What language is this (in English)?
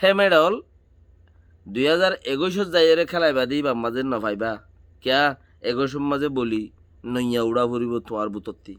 Rohingya